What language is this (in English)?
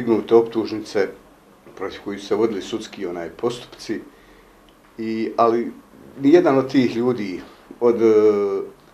Bosnian